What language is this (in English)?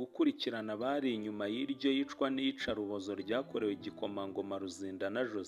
Kinyarwanda